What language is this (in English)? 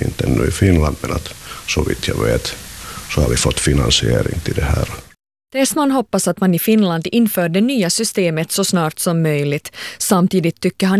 Swedish